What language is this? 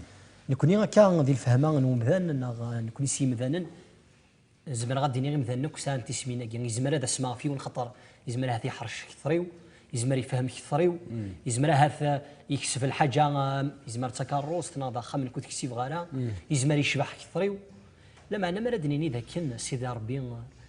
Kabyle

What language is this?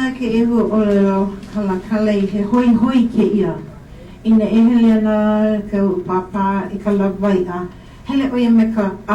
Hawaiian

